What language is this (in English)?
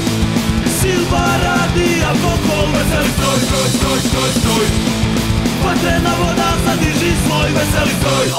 Croatian